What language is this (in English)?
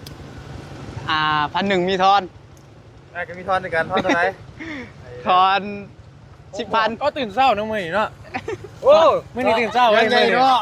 Northeastern Thai